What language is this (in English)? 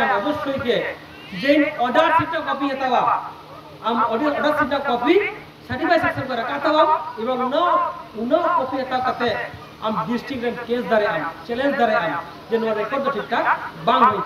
Santali